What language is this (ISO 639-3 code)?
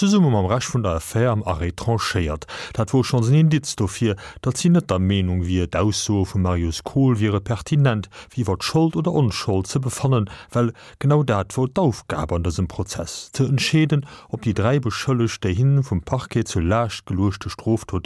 ltz